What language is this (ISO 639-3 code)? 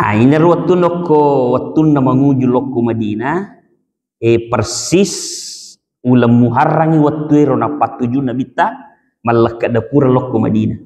bug